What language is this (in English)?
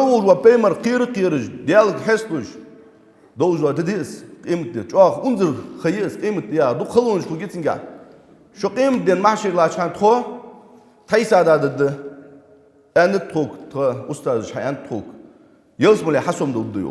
Ingush